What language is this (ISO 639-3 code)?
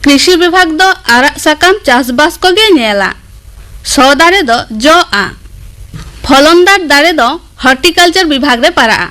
sat